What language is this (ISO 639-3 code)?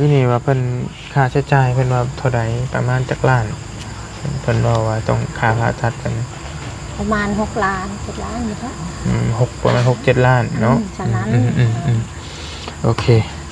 tts